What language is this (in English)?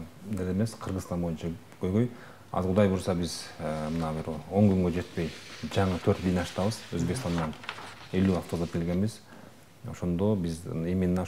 Kyrgyz